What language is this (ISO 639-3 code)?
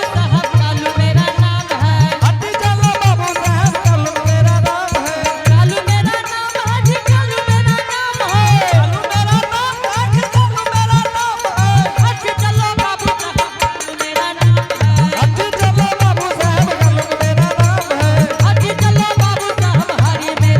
anp